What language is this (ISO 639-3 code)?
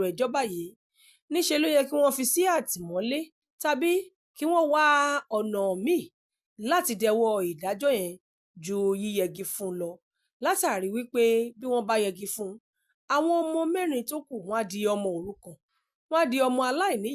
yor